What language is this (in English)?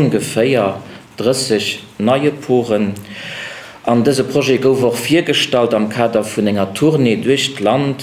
Luxembourgish